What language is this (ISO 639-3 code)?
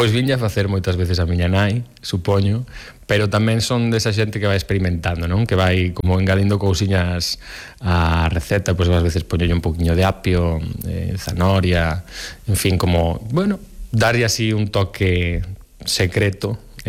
glg